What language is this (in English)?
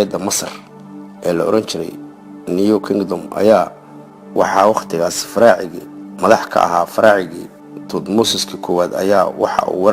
Somali